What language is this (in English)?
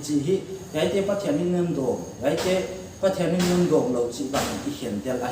Paite Chin